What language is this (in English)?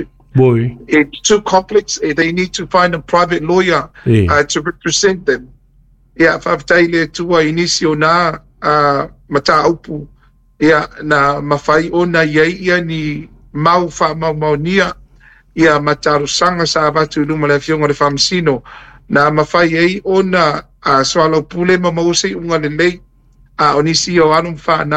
Samoan